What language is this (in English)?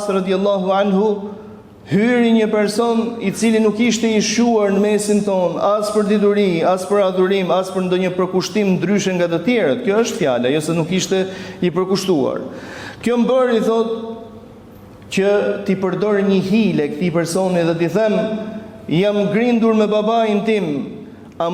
Albanian